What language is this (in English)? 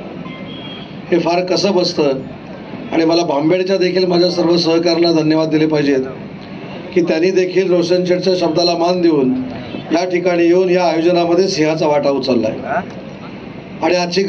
Marathi